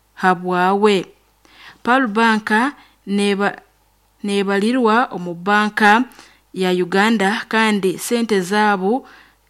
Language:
Nyankole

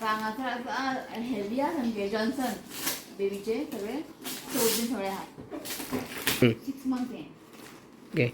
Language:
Konkani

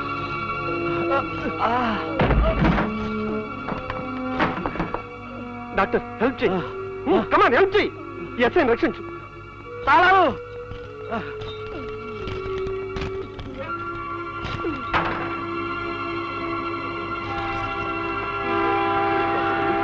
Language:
Telugu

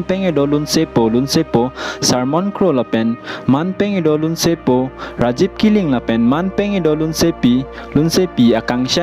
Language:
Karbi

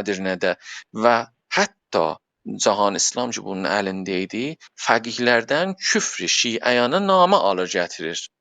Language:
South Azerbaijani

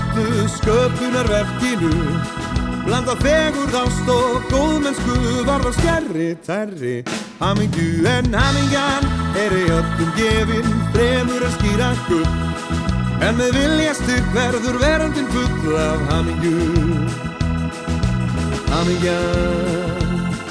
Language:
Icelandic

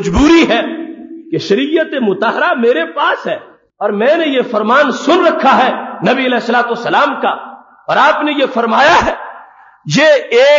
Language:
Urdu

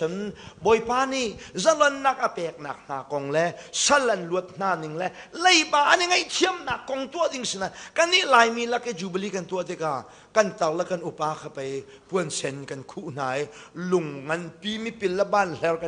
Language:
Hakha Chin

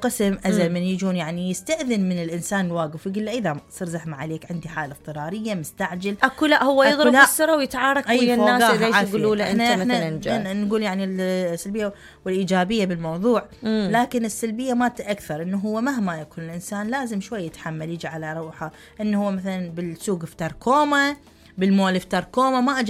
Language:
Mesopotamian Arabic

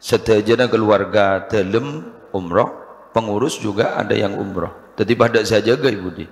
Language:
Madurese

